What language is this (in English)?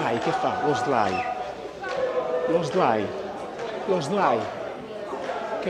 Italian